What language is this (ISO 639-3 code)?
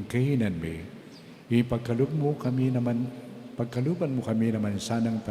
pam